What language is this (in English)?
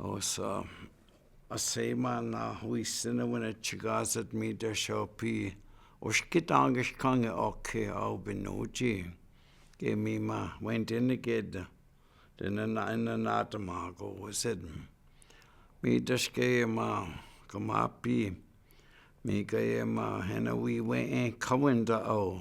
Chippewa